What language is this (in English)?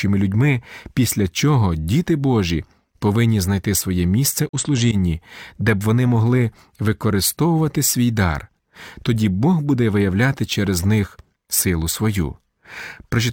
Ukrainian